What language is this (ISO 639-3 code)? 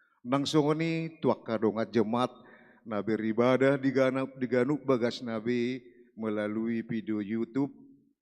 bbc